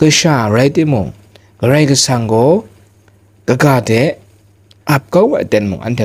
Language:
Kachin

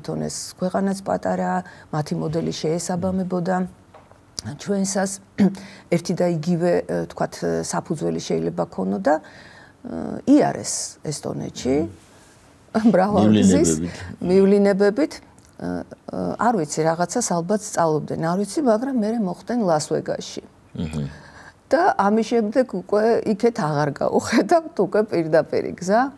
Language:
Georgian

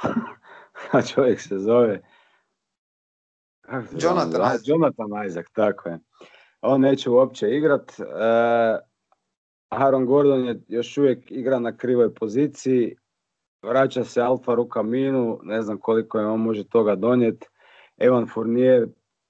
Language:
Croatian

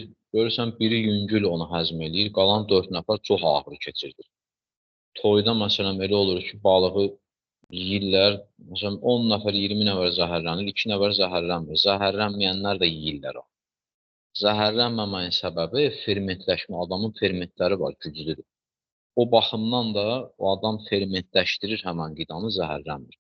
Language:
Azerbaijani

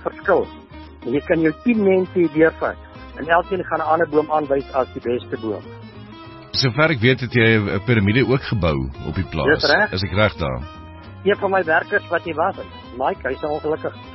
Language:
Afrikaans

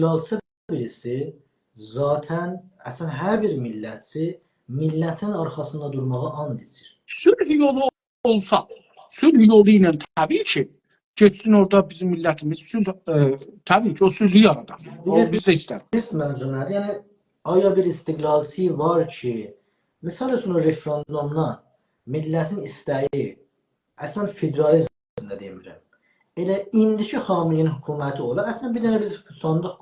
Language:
South Azerbaijani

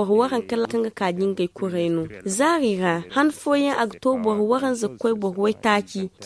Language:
Zarma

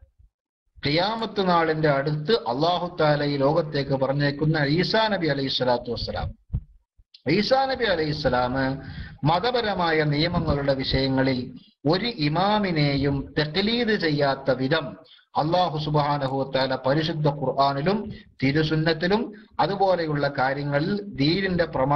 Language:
Malayalam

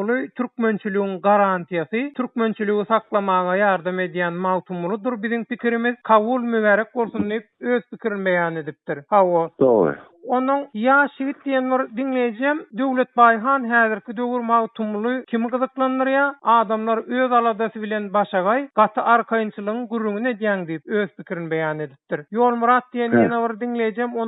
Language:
Turkmen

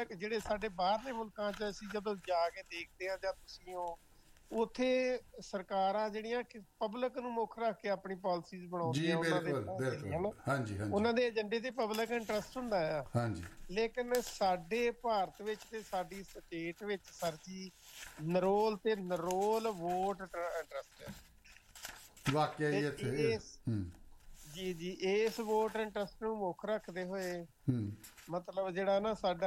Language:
Punjabi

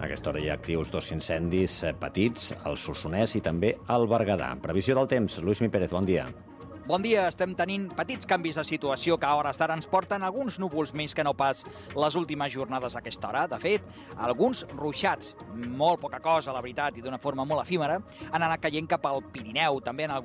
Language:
Catalan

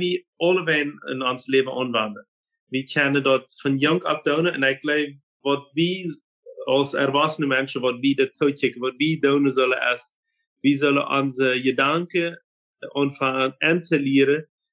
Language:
Plautdietsch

